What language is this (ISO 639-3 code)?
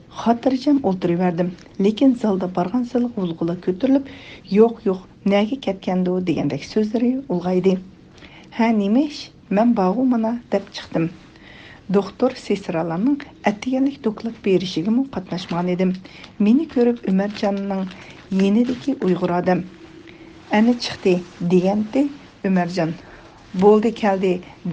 uig